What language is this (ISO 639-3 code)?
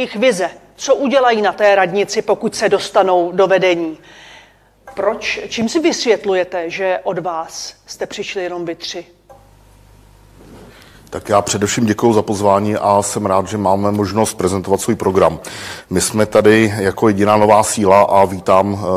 ces